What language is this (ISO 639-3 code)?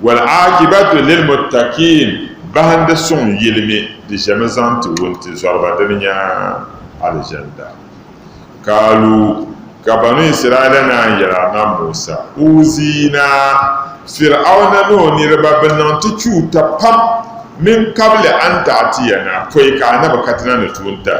dag